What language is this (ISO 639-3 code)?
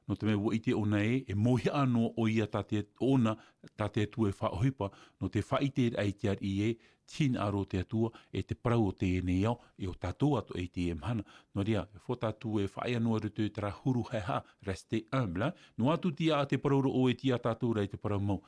tah